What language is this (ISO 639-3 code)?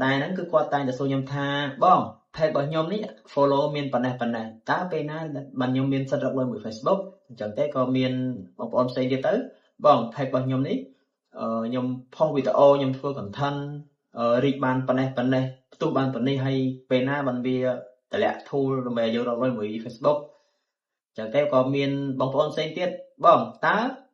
khm